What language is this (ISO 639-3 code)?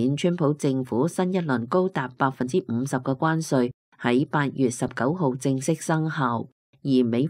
yue